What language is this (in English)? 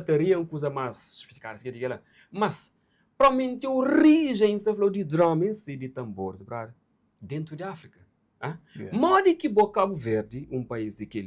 Kabuverdianu